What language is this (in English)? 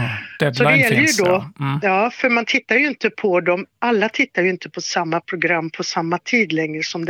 Swedish